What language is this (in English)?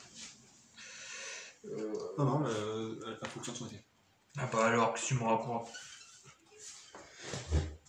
French